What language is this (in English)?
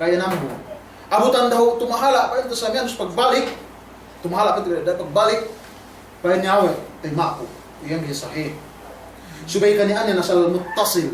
Yakan